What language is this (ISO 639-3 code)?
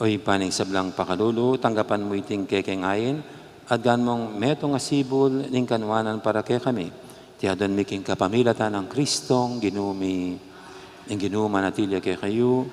pam